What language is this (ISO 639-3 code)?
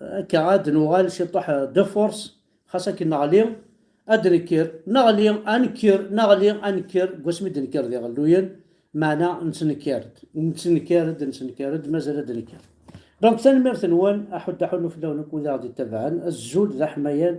kab